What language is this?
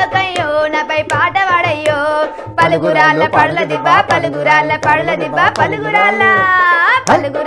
Telugu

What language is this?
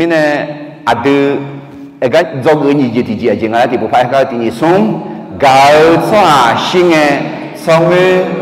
Akha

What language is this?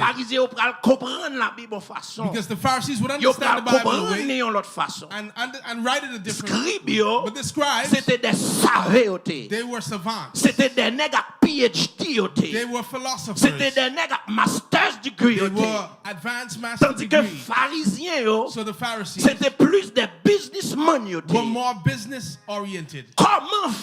Haitian Creole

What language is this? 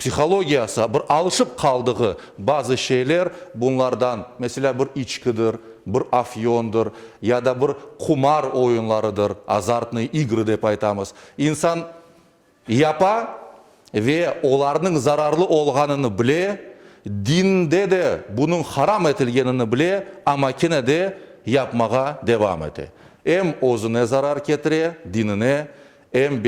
Crimean Tatar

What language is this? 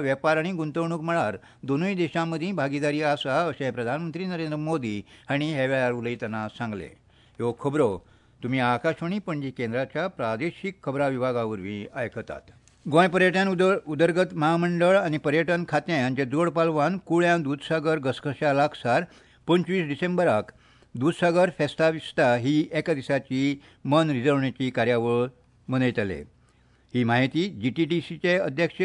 Konkani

